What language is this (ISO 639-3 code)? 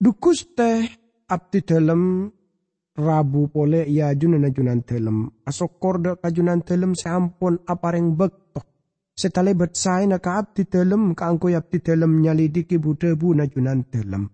mad